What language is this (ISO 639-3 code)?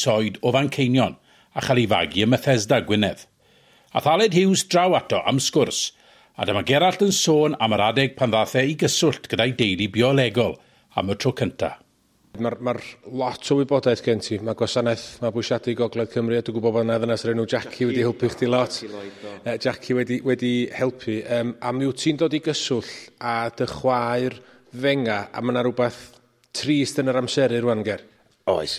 cym